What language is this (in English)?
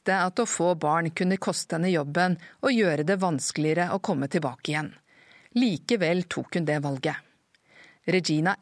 Norwegian